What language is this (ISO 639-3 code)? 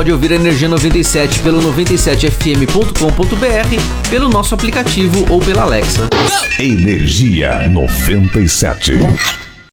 por